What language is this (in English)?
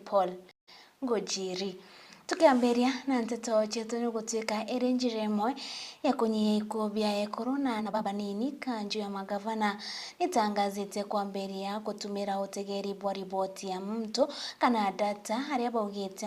Meru